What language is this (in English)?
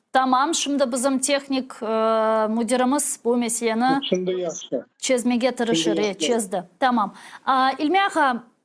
Crimean Tatar